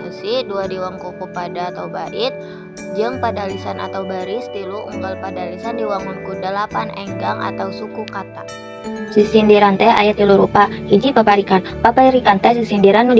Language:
Sundanese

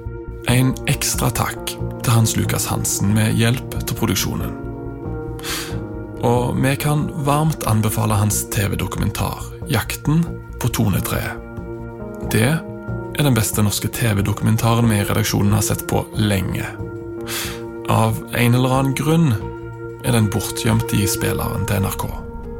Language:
Norwegian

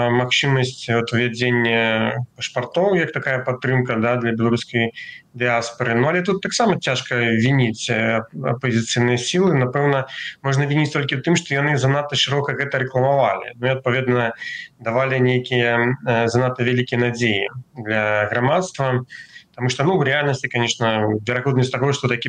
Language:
Belarusian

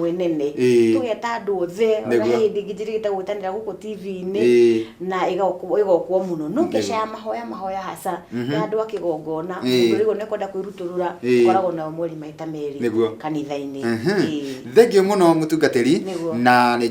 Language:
Kikuyu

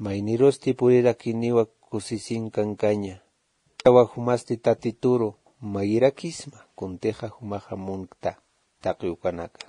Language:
Aymara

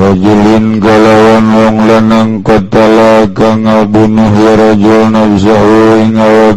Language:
Sundanese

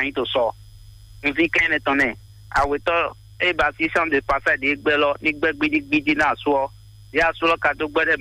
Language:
Fon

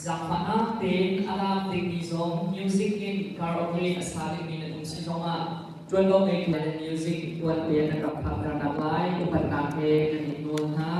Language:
Hakha Chin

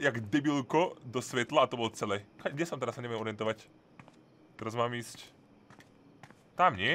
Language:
Slovak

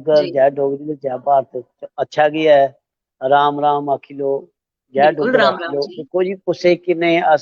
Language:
Dogri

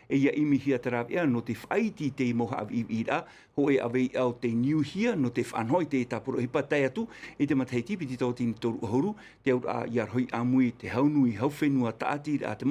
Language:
Tahitian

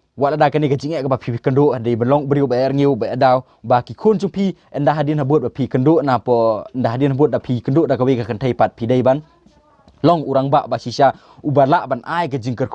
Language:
Khasi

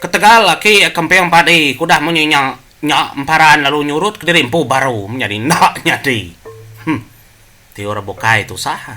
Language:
Iban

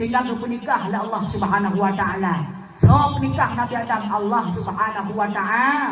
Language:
Achinese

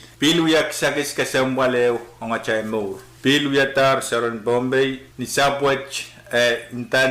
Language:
Pohnpeian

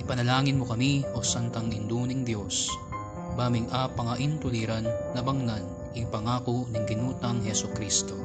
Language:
Pampanga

